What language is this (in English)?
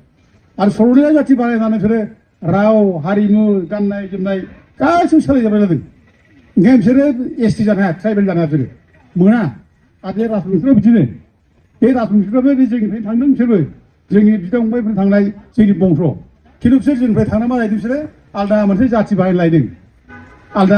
Bodo